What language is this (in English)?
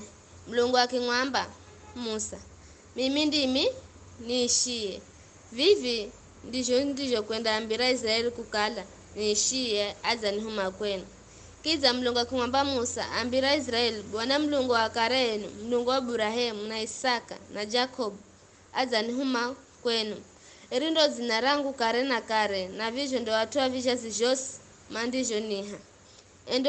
Giryama